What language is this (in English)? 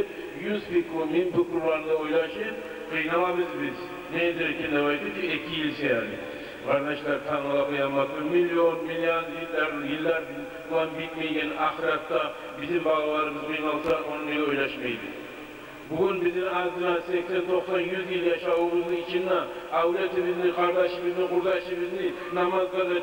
Kumyk